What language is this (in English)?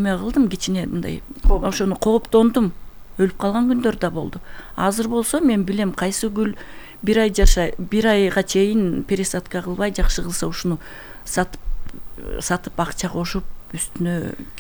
Kyrgyz